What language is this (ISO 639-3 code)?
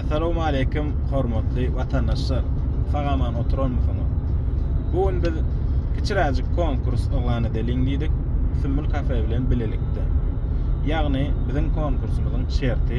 tuk